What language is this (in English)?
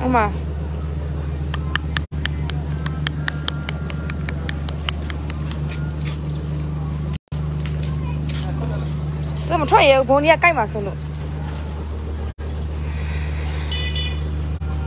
Burmese